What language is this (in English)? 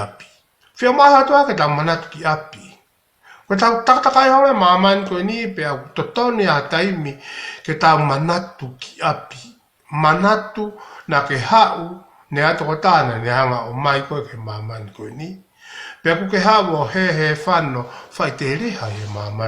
Tongan